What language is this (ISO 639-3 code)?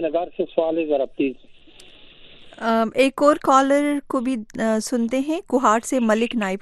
urd